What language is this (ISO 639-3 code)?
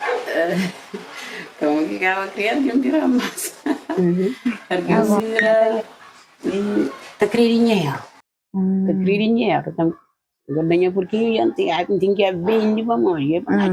kea